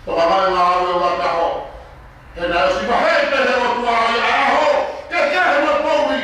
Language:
Tongan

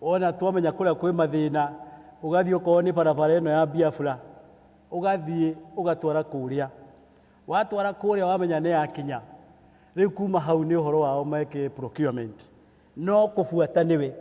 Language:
Kikuyu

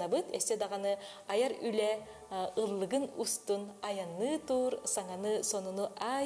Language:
Yakut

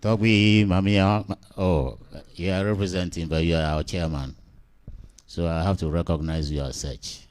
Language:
Ewe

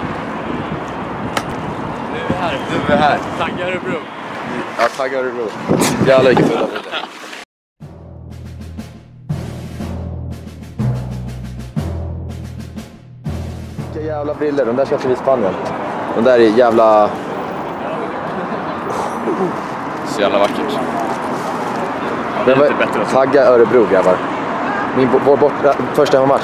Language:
Swedish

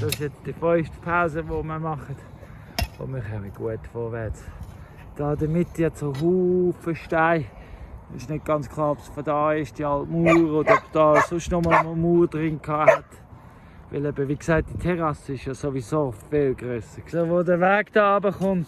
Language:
Swiss German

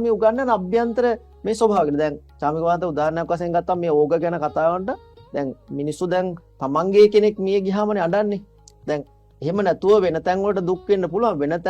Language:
Sinhala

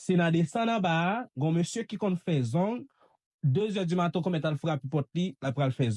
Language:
Haitian Creole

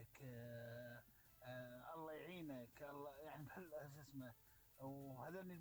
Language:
Mesopotamian Arabic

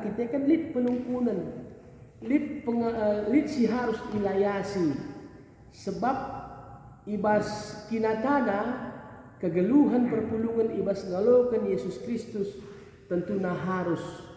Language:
Batak Karo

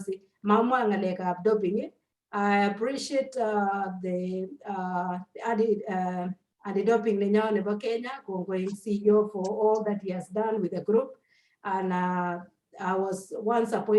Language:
Kalenjin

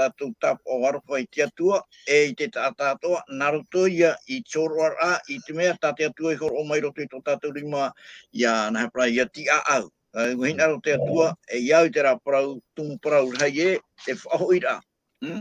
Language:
Tahitian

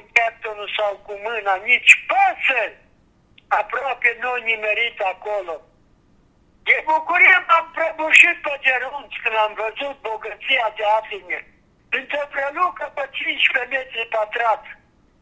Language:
Romanian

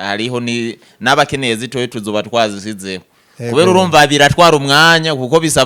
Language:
Rundi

